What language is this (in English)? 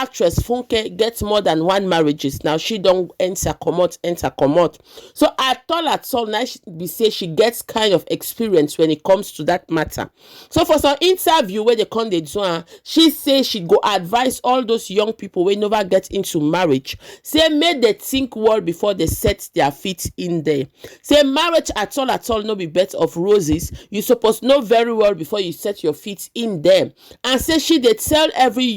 Nigerian Pidgin